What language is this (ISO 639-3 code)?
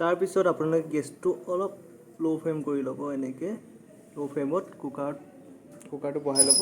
asm